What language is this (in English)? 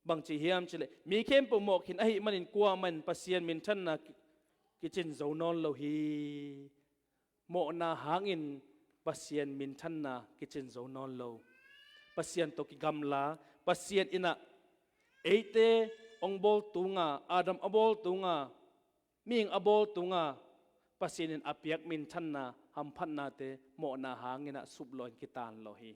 Tedim Chin